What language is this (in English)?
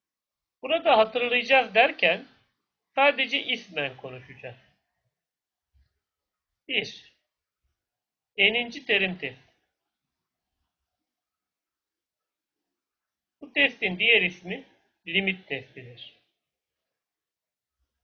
Turkish